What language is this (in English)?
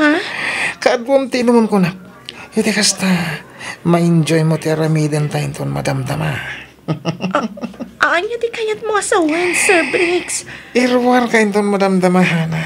Iloko